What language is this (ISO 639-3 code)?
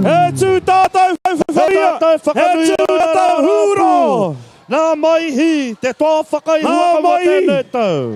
mri